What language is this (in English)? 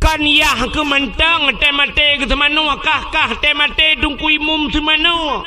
Achinese